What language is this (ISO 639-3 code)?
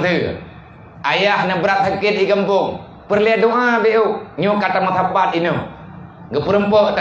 ace